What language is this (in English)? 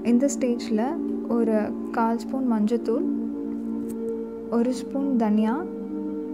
Tamil